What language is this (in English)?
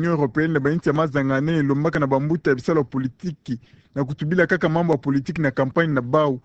Kituba (Democratic Republic of Congo)